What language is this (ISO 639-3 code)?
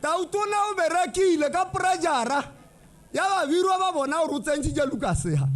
tsn